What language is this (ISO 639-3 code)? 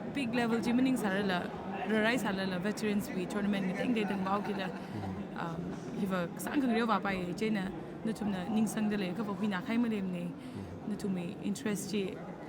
nmf